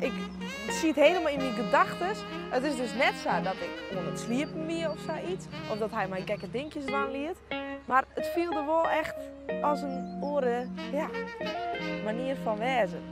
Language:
Western Frisian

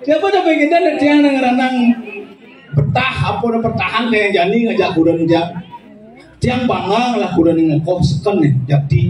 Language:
Balinese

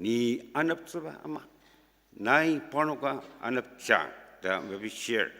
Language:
Ao Naga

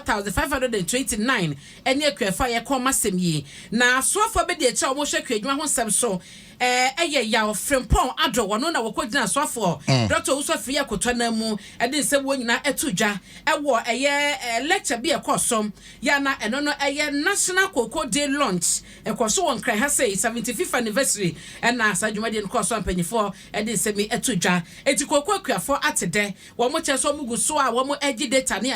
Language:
Akan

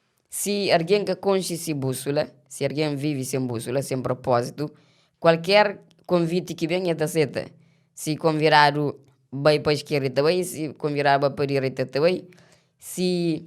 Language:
Kabuverdianu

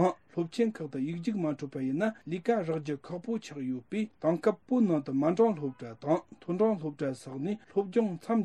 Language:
Tibetan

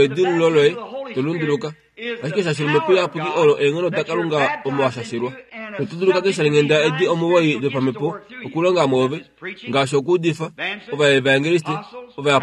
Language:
Kuanyama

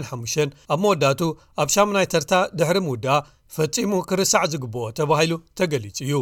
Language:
Tigrinya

